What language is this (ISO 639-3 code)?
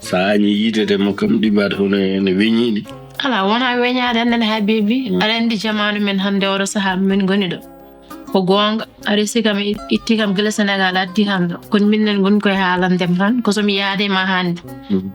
ful